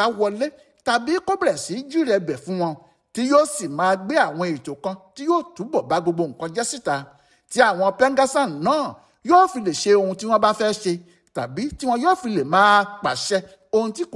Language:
Yoruba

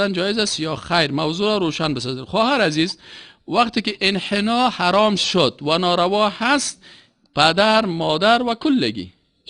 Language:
Persian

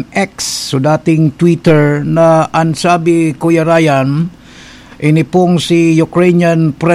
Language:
Bikol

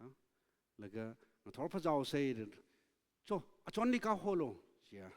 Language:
Tangkhul Naga (India)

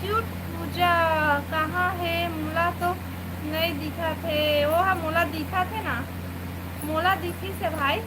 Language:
Chhattisgarhi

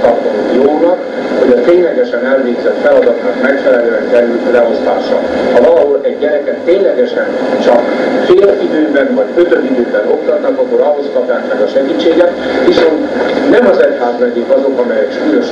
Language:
Hungarian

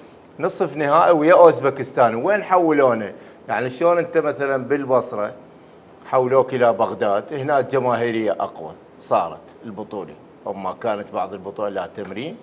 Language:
Mesopotamian Arabic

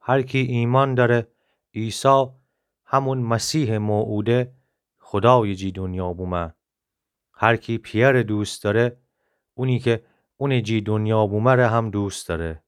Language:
Gilaki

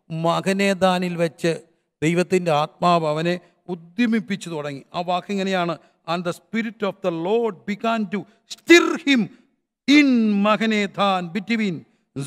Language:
Malayalam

